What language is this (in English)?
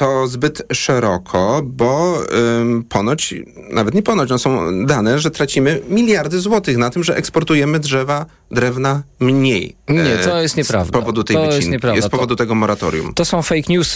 Polish